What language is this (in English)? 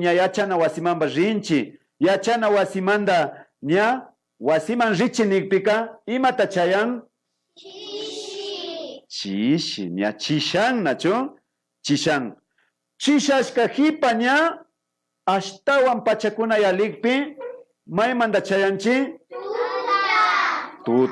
Imbabura Highland Quichua